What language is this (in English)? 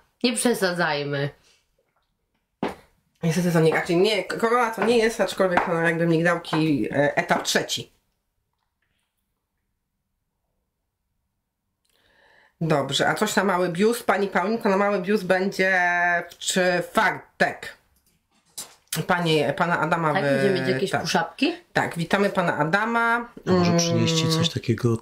Polish